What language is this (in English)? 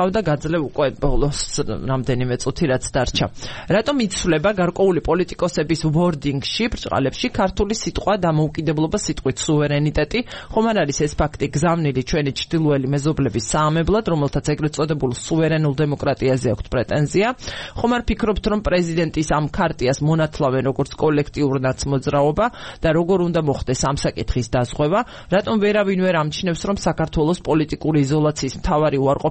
Georgian